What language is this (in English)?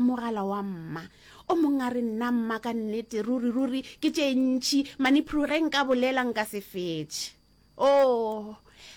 Northern Sotho